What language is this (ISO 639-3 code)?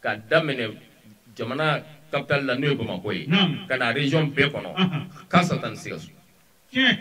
bam